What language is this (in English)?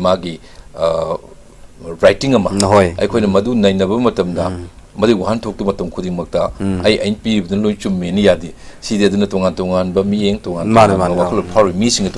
Manipuri